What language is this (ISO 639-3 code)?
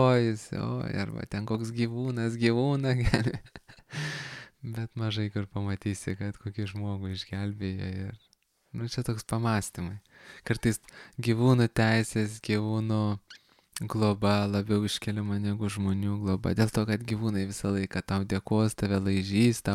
lit